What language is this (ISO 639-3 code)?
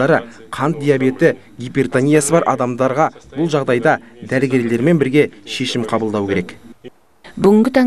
kaz